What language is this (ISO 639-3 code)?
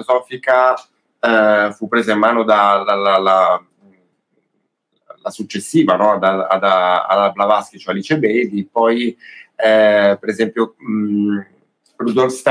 ita